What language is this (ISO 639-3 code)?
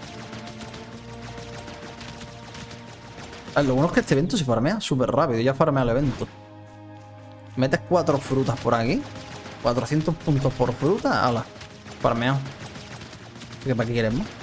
spa